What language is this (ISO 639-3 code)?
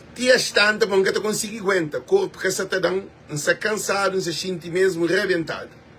kea